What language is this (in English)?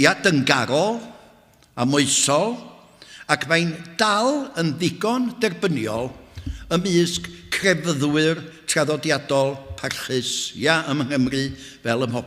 Welsh